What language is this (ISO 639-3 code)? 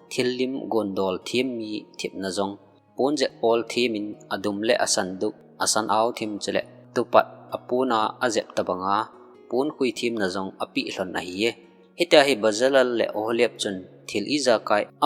tcz